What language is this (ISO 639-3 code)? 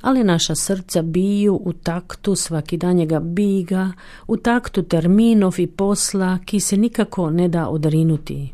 hrv